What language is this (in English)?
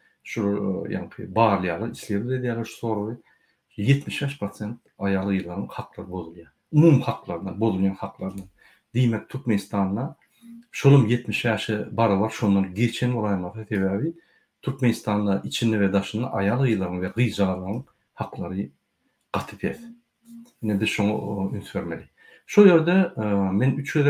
Turkmen